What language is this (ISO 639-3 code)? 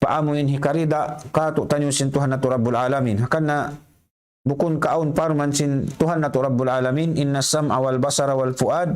tsg